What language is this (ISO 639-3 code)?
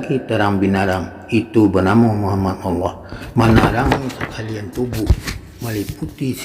min